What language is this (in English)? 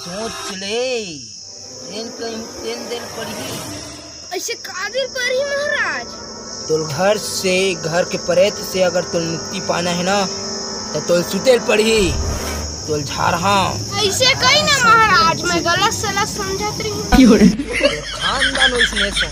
Chhattisgarhi